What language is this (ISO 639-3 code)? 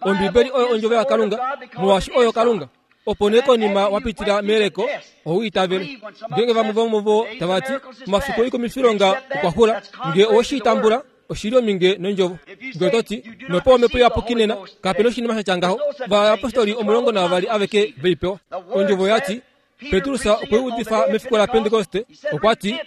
kua